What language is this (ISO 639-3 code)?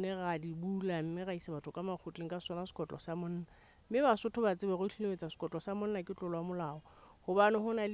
sot